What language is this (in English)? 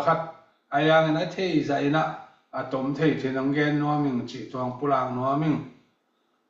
Tedim Chin